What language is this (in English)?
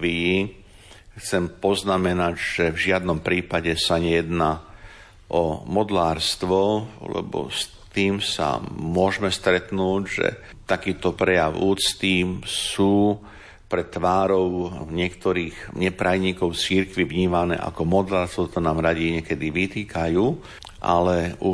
Slovak